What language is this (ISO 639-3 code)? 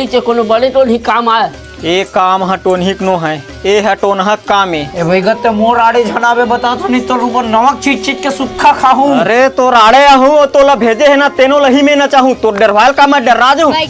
hne